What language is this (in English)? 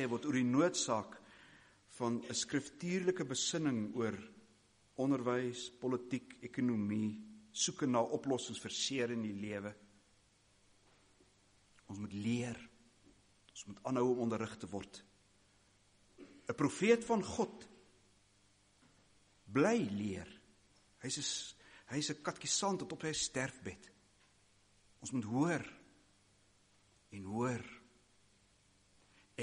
Afrikaans